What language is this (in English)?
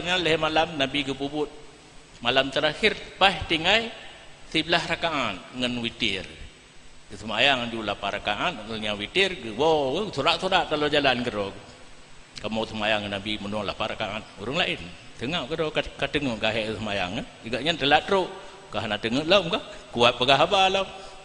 Achinese